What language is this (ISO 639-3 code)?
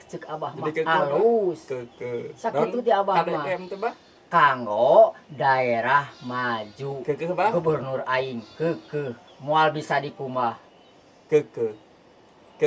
sun